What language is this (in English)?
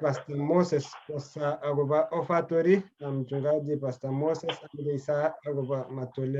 Kalenjin